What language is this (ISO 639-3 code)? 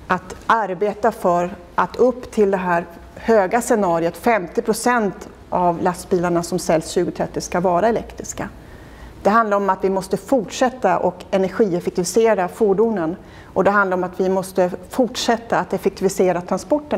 swe